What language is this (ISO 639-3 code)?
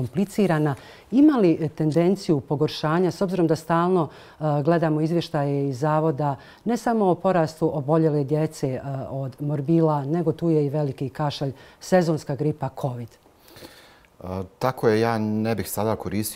bos